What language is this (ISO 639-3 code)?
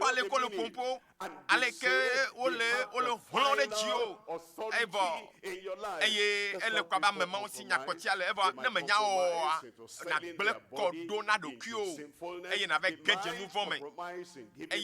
ewe